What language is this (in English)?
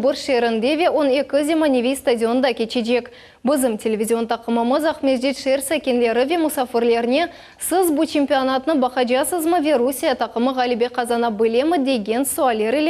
Crimean Tatar